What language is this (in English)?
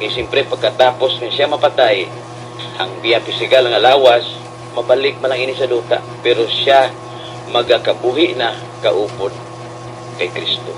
Hiligaynon